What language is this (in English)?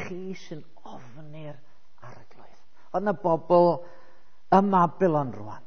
Welsh